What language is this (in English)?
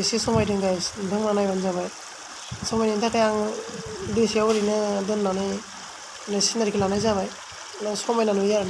Bodo